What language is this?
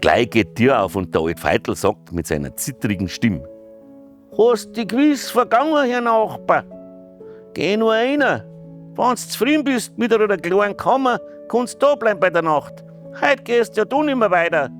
Bavarian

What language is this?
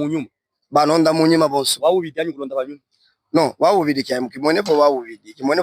Luba-Katanga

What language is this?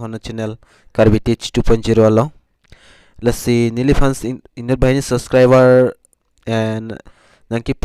Karbi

